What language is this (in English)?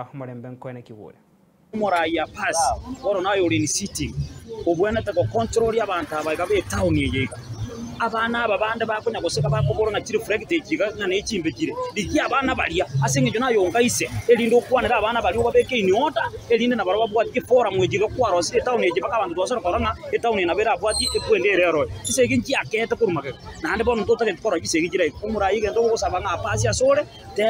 Gusii